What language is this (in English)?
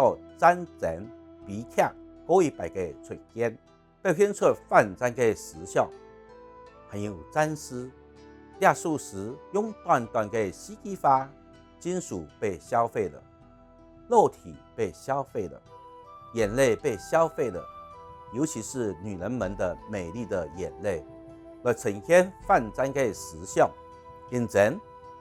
Hakka Chinese